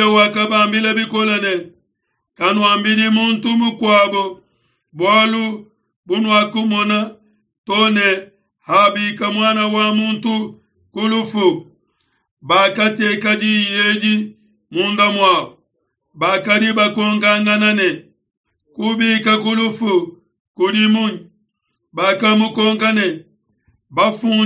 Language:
Luba-Lulua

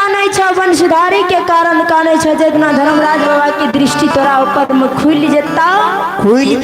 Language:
Maithili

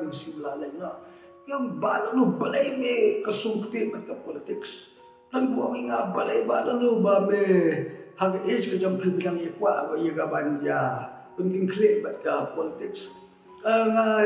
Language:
Khasi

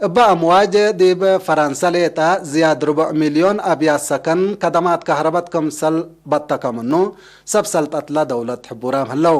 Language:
Tigre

